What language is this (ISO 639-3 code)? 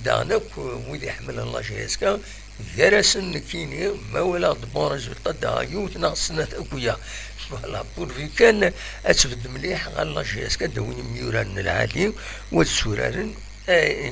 kab